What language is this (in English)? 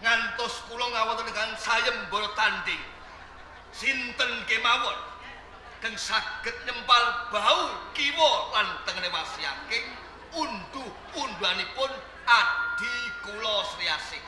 Javanese